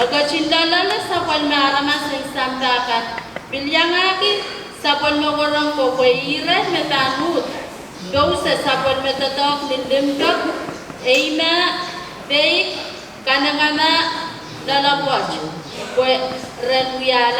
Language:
Pohnpeian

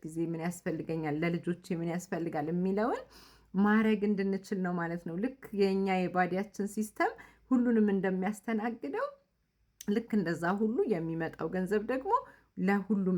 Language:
Amharic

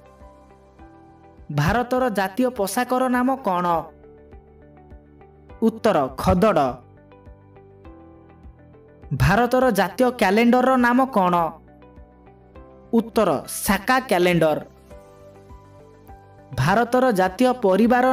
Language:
Odia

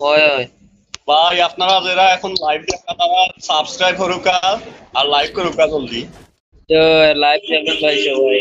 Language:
Sylheti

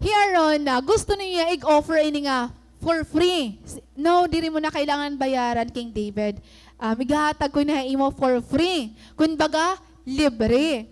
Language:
Waray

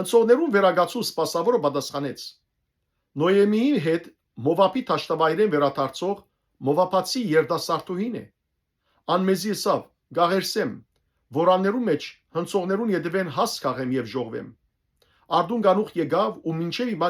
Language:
Western Armenian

